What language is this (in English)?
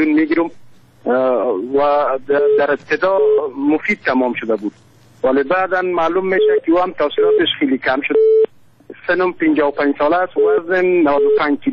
Persian